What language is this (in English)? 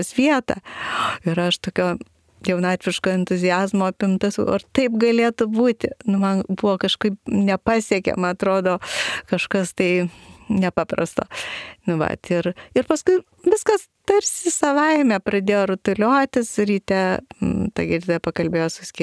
Lithuanian